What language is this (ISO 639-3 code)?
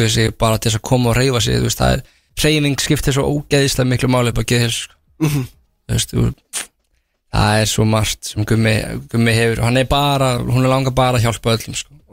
isl